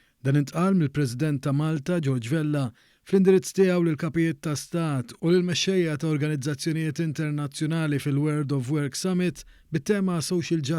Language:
Maltese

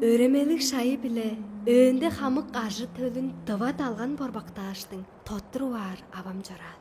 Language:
Tuvinian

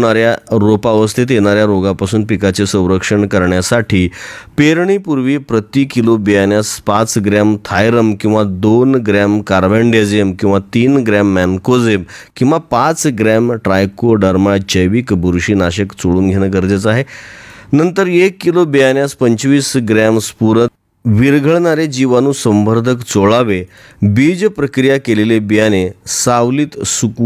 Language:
Marathi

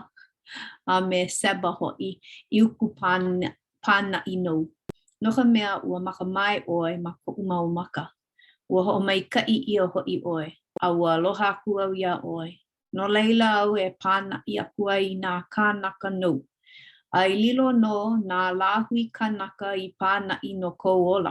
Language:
Hawaiian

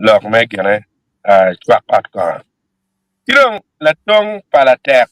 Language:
Acoli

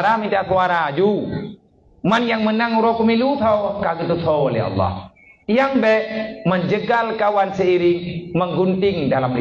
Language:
Achinese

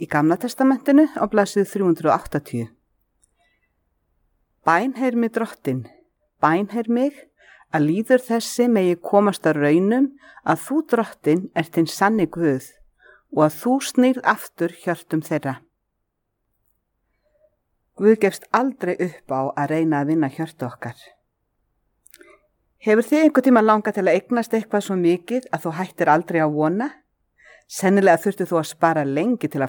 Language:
Icelandic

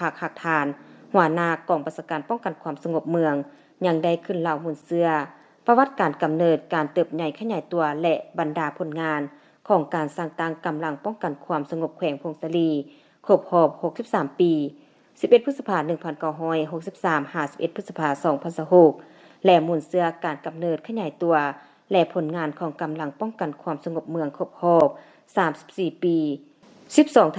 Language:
Lao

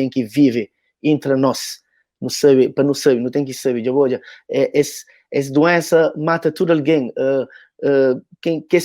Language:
Kabuverdianu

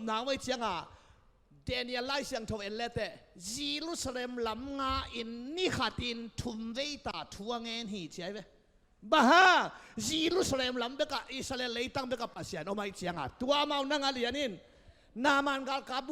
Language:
Tedim Chin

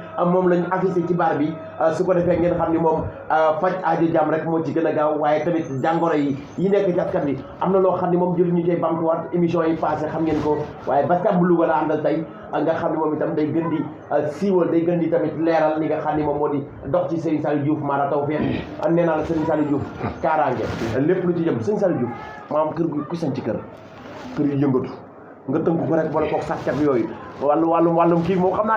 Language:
Wolof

